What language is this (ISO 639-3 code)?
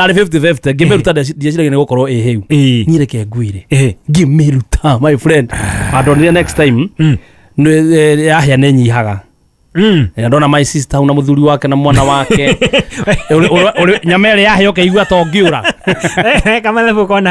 kik